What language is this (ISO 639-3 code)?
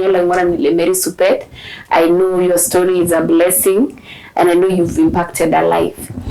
mas